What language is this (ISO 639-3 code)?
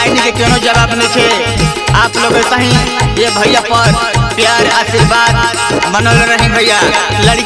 bho